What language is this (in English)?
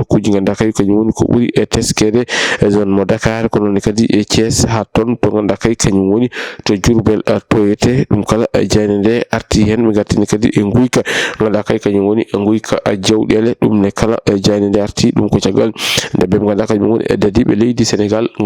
Fula